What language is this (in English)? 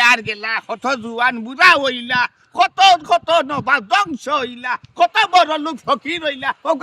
Sylheti